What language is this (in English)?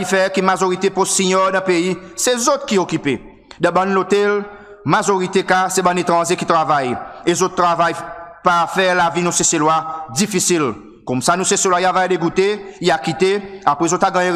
Seselwa Creole French